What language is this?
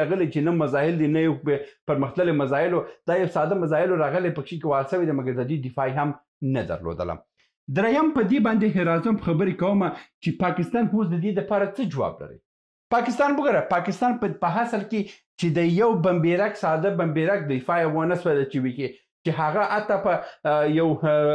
Pashto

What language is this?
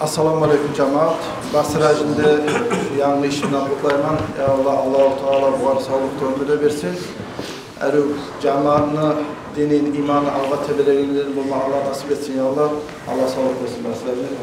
Kumyk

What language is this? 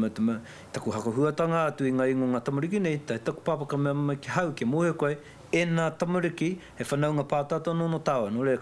Māori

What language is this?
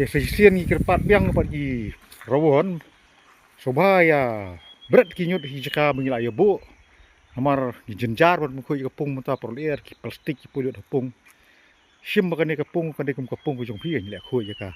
Khasi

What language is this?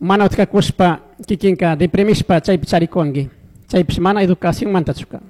Chimborazo Highland Quichua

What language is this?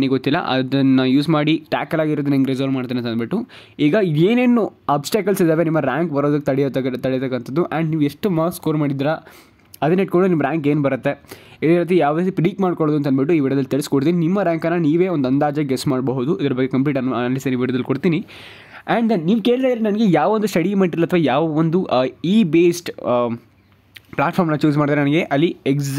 Kannada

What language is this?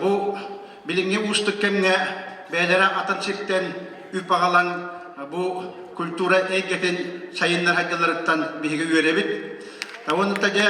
Yakut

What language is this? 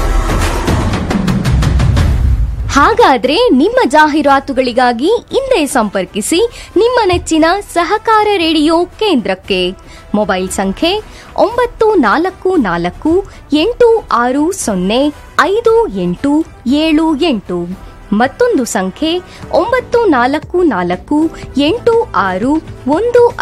Kannada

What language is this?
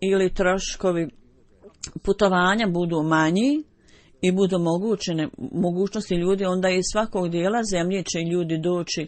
Bosnian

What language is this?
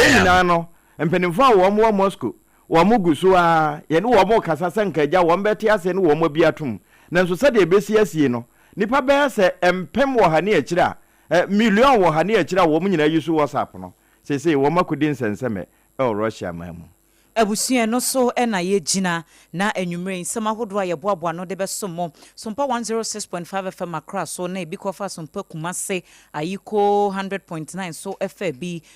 Akan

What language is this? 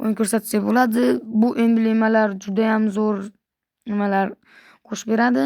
Uzbek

